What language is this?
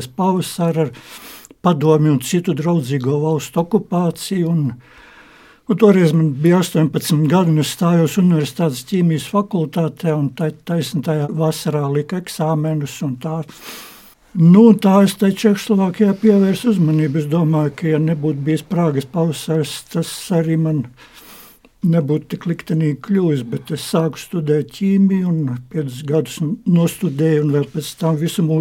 Latvian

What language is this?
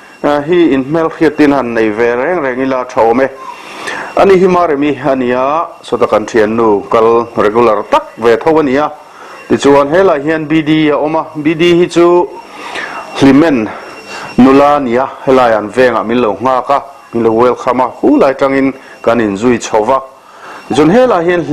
Mizo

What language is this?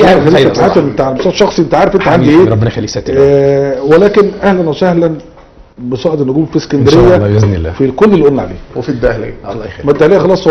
Egyptian Arabic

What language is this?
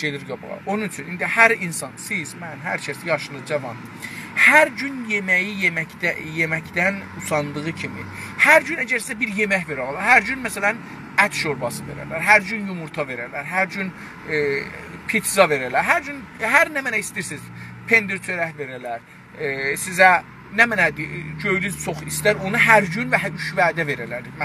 South Azerbaijani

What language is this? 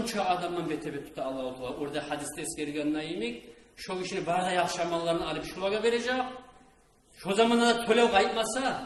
Kumyk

